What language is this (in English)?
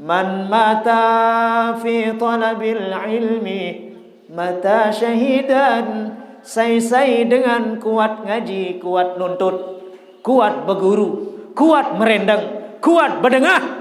Sasak